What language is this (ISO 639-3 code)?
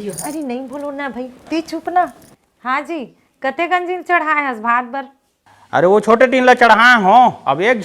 hne